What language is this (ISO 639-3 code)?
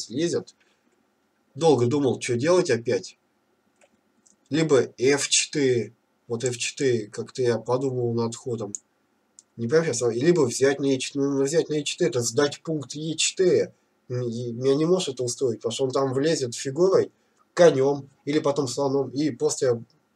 rus